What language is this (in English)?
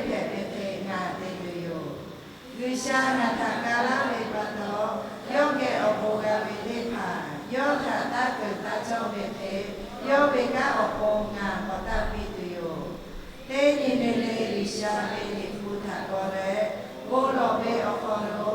Lahu